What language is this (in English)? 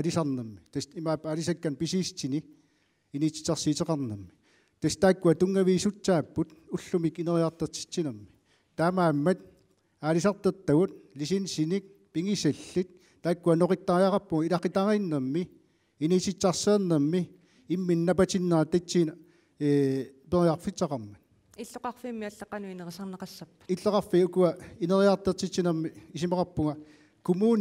Kalaallisut